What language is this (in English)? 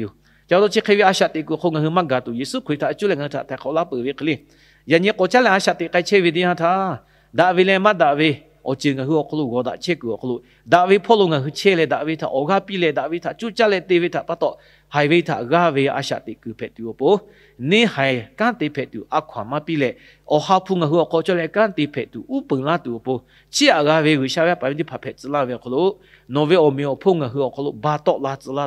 Lahu